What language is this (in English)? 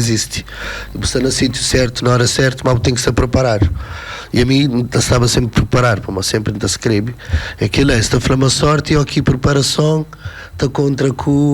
Kabuverdianu